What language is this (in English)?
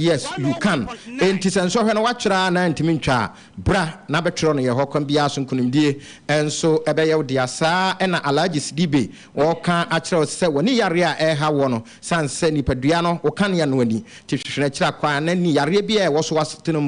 Akan